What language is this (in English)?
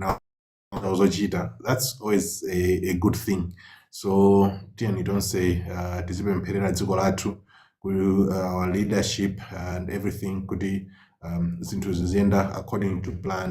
Nyanja